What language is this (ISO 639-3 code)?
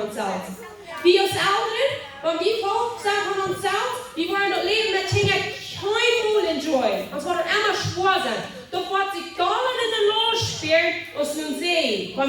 pdt